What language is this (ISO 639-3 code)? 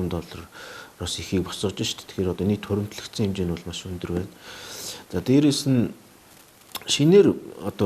mon